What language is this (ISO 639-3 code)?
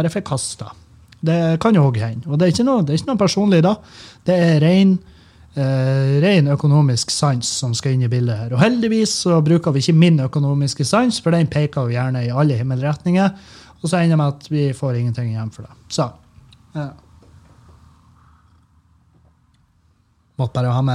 nor